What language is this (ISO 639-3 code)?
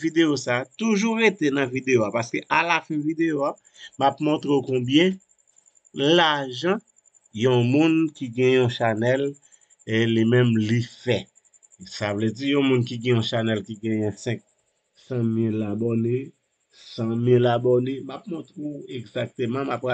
hat